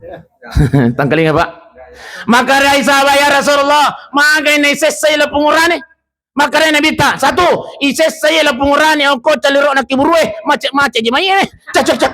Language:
Buginese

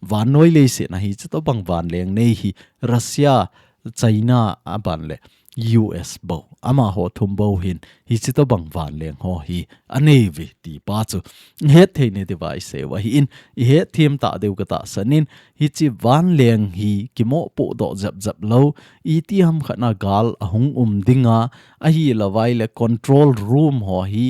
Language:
Thado Chin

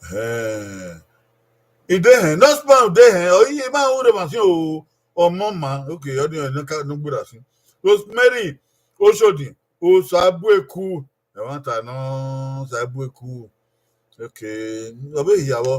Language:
Bini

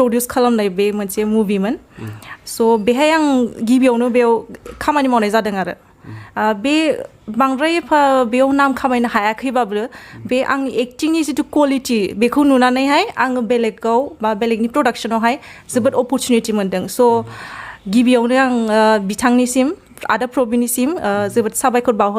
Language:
Bodo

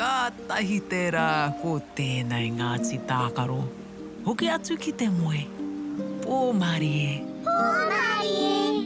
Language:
Māori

